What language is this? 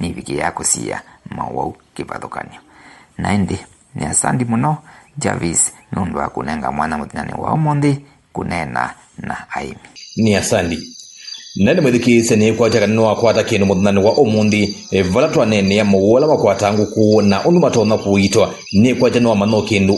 Kamba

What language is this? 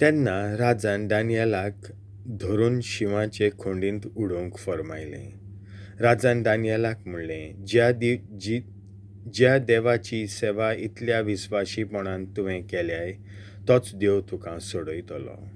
Konkani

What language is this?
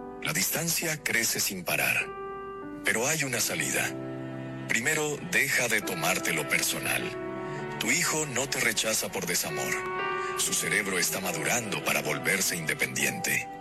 Spanish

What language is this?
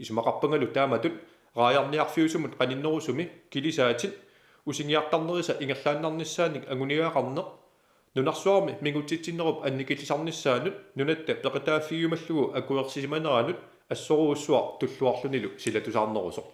Kalaallisut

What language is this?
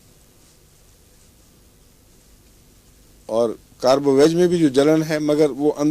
Urdu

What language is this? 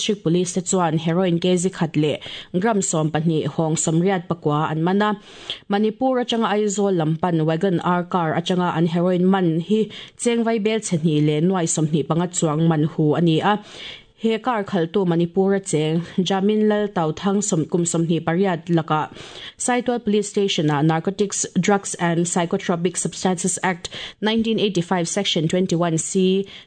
Mizo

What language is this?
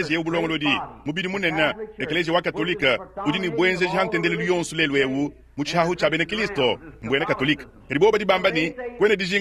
Luba-Lulua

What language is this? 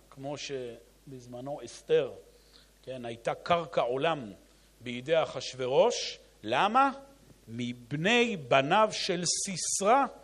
Hebrew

